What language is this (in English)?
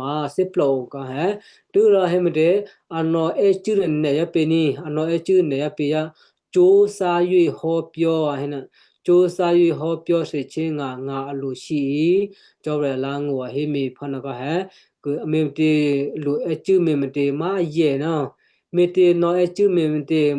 Western Kayah